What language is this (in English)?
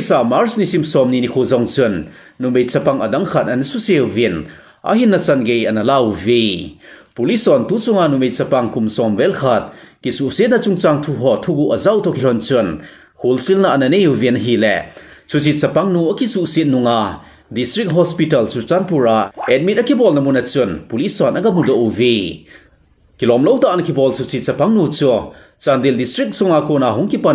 Thado Chin